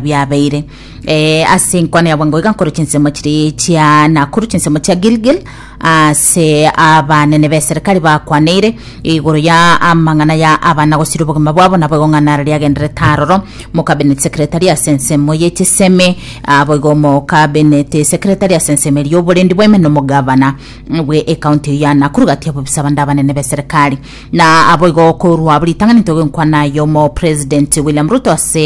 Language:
Gusii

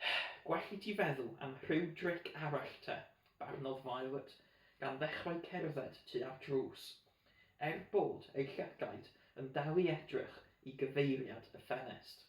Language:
Welsh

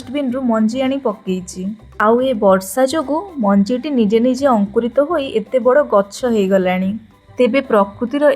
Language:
Odia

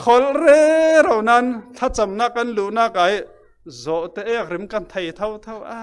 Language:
Falam Chin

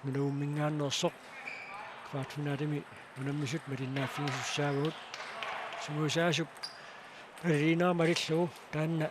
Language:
Kalaallisut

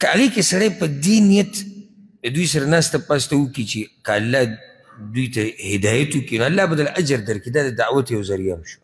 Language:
Pashto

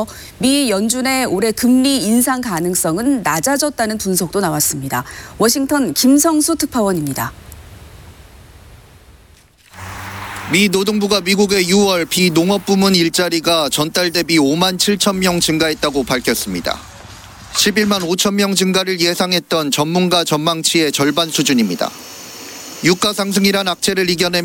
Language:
Korean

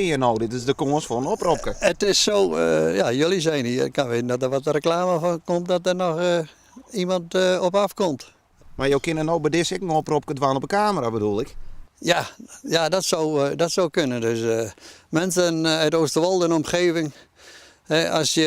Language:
Western Frisian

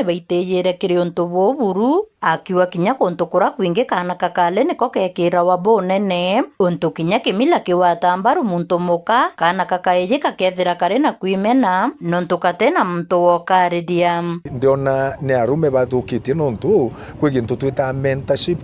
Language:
Meru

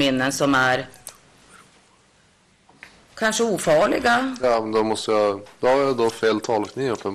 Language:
Swedish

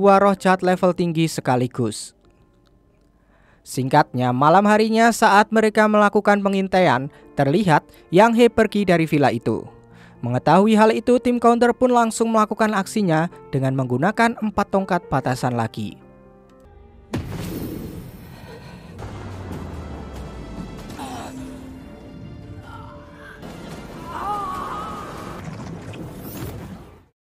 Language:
Indonesian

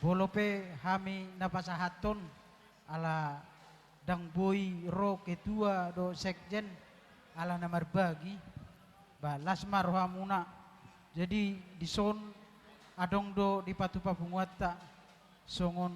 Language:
Batak Toba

